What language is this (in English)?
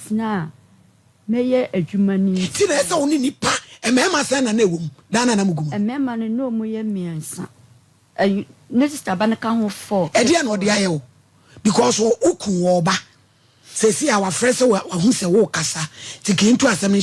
Akan